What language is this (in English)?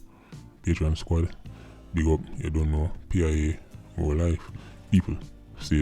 Jamaican Creole English